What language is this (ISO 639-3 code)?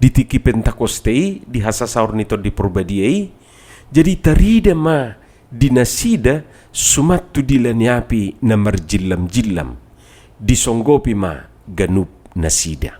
bbc